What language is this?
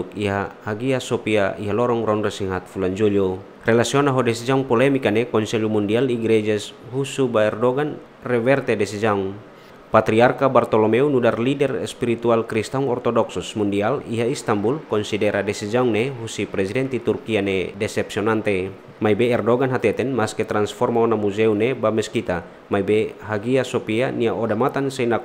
Tetum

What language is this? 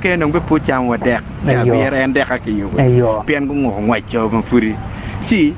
Acoli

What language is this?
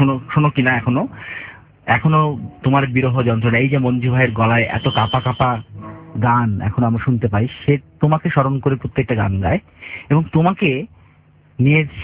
Bangla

